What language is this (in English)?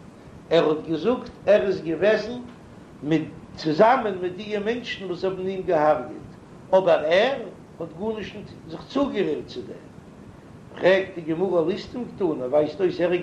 Yiddish